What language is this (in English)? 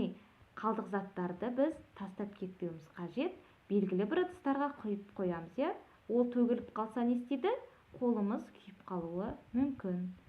Kazakh